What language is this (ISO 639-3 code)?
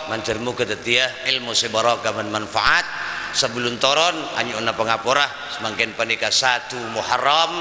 mad